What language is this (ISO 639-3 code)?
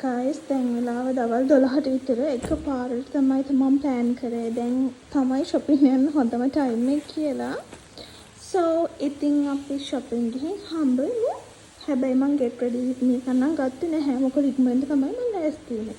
sin